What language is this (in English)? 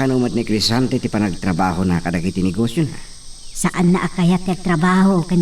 Iloko